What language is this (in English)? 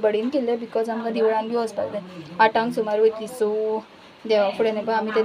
Konkani